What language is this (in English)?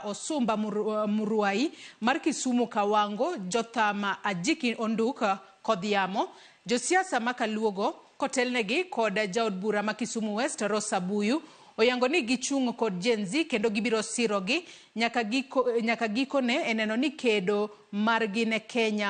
Luo (Kenya and Tanzania)